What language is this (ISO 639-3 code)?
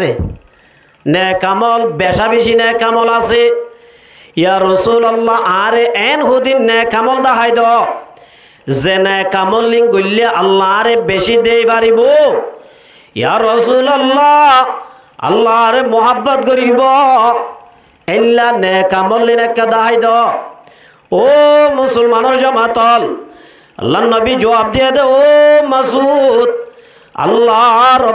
rhg